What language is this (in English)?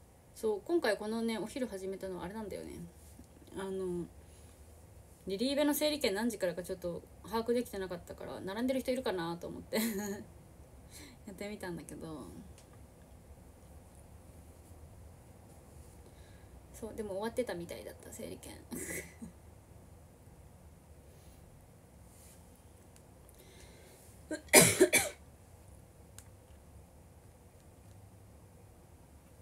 Japanese